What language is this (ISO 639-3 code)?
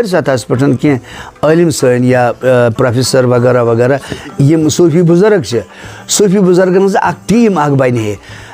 kas